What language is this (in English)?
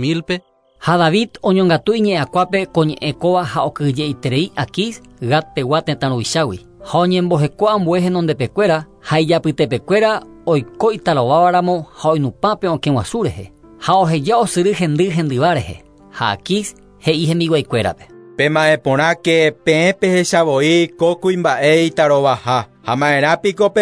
Guarani